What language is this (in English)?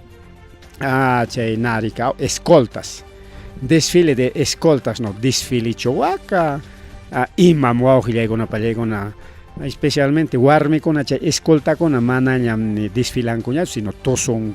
Ayacucho Quechua